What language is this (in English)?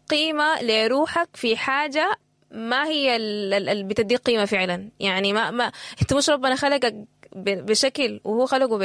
Sudanese Arabic